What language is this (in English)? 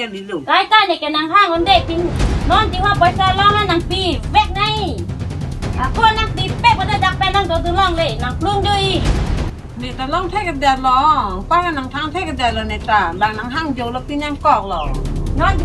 Karbi